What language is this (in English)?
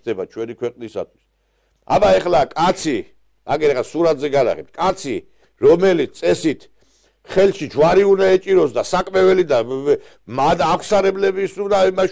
Georgian